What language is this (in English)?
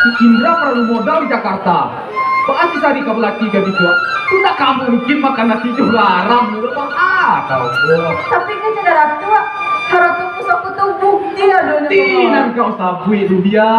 Minangkabau